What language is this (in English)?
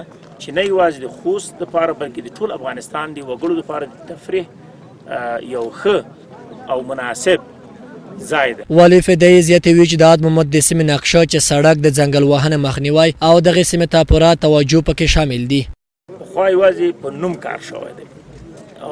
Pashto